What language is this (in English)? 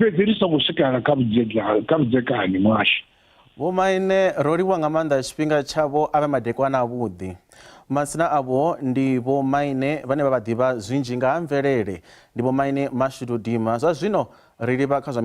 Venda